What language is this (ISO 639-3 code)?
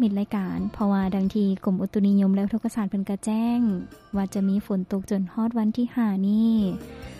lao